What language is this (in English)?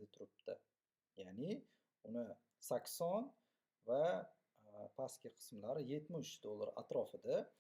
Uzbek